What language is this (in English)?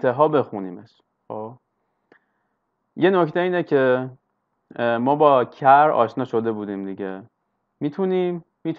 Persian